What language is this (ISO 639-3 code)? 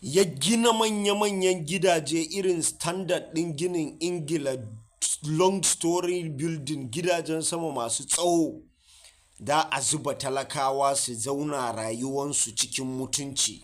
hau